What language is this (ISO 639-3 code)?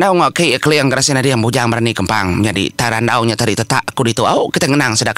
iba